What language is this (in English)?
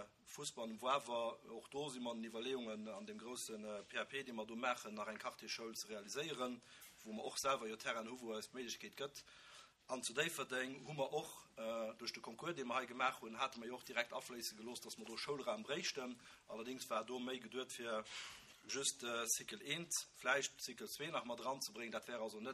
Luxembourgish